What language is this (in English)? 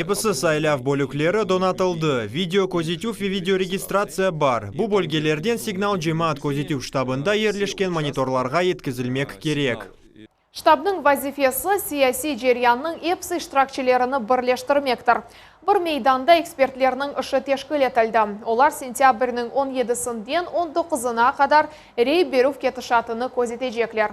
Crimean Tatar